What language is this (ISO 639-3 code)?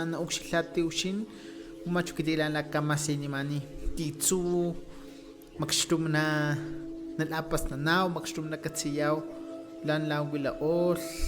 tos